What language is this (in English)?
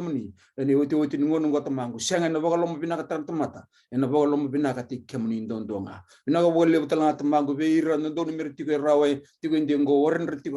Fijian